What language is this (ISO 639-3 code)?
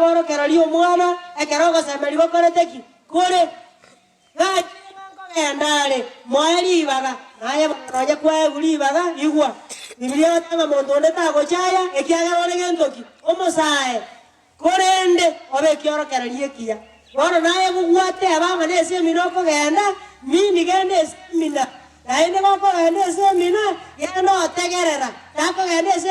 guz